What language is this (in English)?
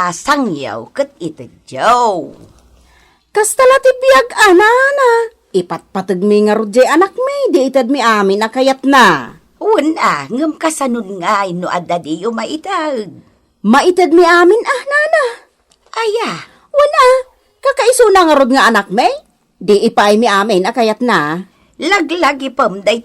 Iloko